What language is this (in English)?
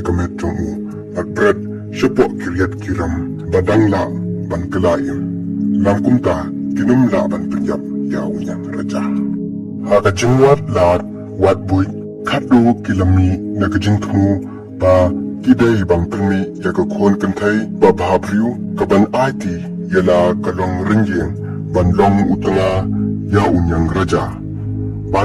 Khasi